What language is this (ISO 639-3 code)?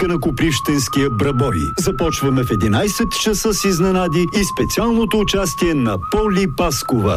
bul